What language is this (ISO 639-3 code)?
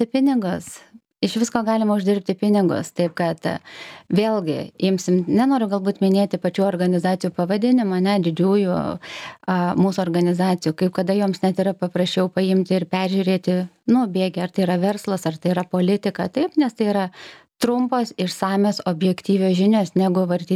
lit